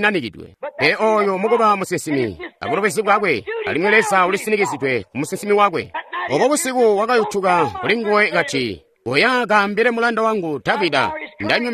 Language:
Tonga (Zambia)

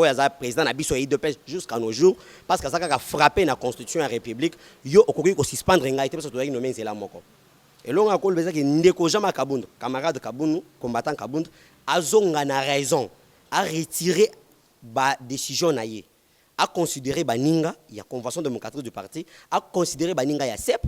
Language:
Lingala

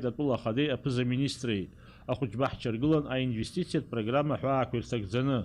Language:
Abkhazian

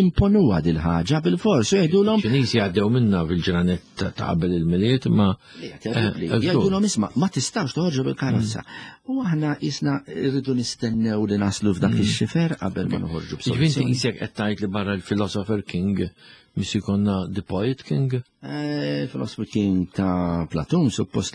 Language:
Maltese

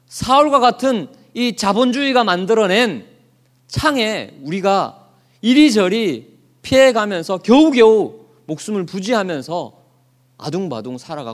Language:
Korean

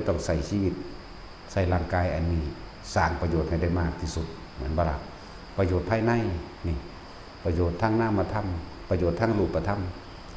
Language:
Northeastern Thai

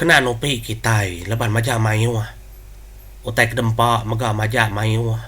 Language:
Iban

